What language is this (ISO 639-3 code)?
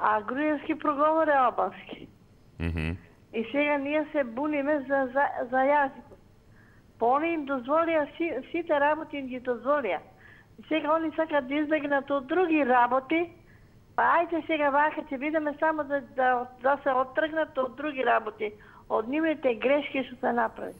mkd